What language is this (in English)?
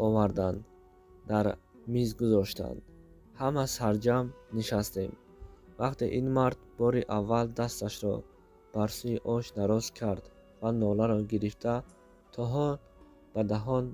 Tajik